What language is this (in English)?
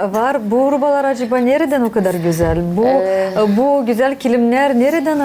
Gagauz